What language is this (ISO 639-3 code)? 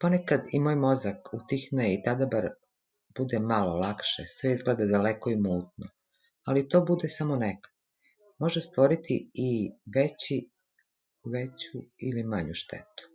srp